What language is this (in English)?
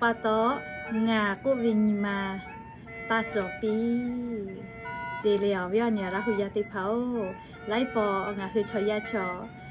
Lahu